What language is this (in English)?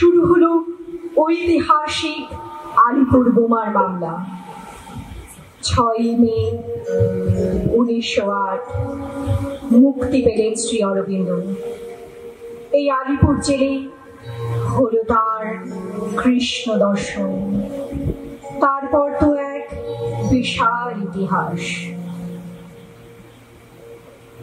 Bangla